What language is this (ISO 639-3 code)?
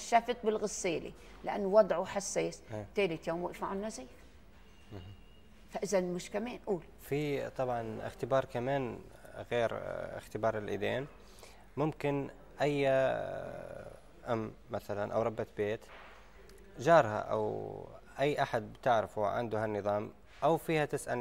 apc